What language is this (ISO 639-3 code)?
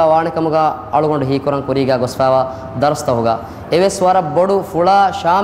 div